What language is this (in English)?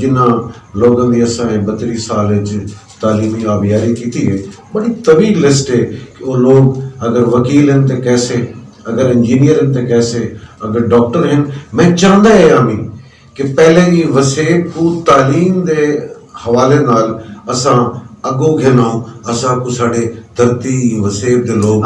Saraiki